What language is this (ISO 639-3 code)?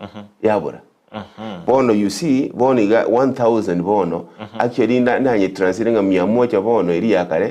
guz